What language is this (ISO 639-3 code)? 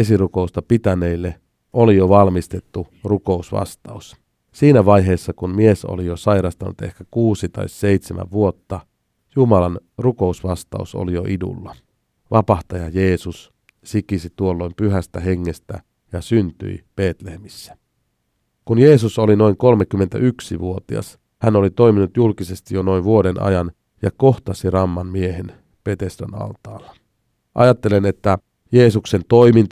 fin